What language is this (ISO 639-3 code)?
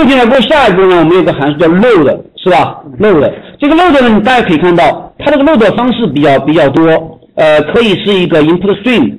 zho